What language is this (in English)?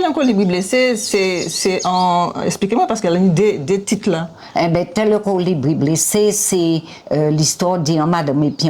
Guadeloupean Creole French